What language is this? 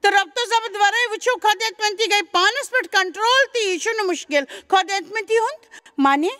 Kashmiri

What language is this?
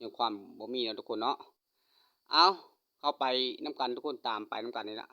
Lao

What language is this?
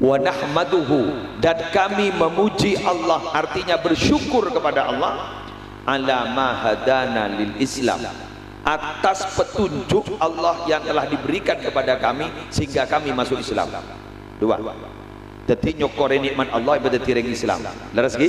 Madurese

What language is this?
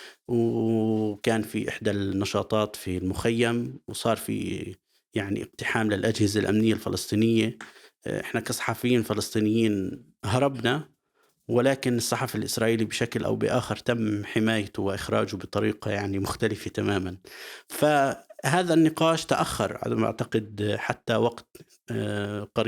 North Levantine Arabic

